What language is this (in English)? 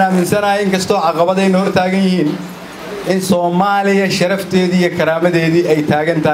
Somali